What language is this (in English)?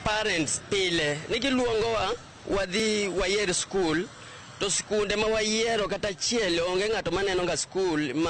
Luo (Kenya and Tanzania)